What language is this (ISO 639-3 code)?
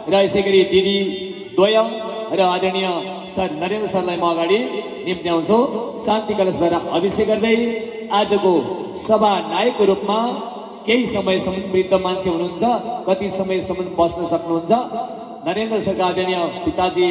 nep